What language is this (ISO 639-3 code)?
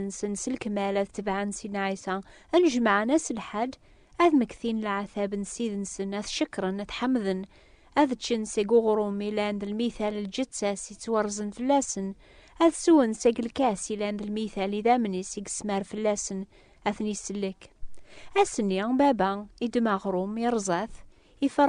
kab